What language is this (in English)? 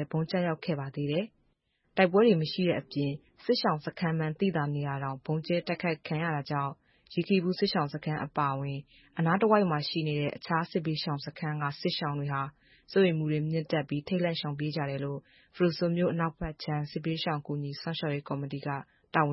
Burmese